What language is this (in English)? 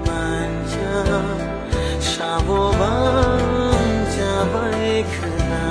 Kok Borok